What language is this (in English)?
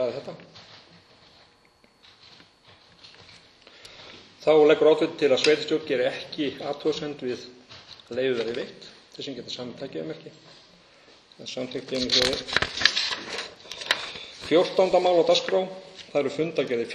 Icelandic